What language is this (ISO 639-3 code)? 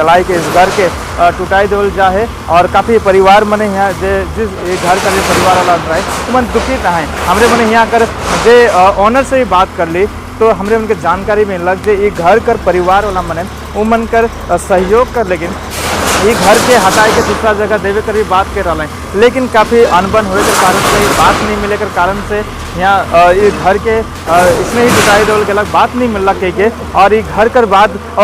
sck